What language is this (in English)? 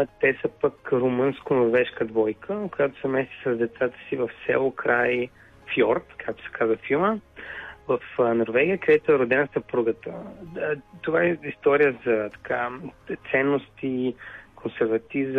Bulgarian